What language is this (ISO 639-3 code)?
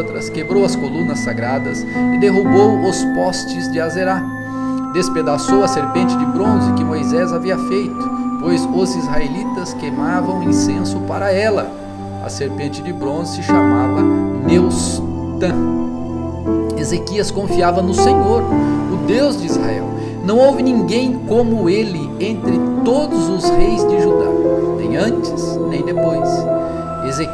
por